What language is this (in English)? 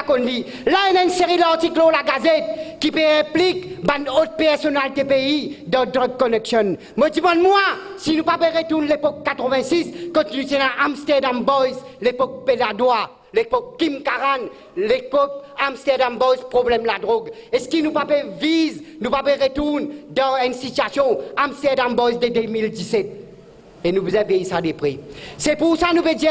Morisyen